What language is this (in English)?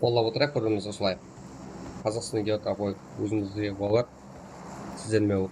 Kara-Kalpak